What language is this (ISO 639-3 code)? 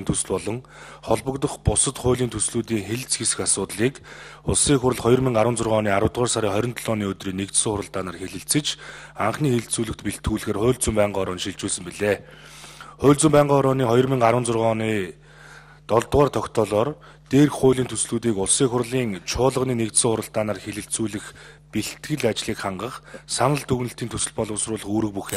mon